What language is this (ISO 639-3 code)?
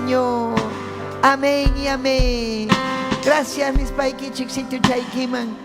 quy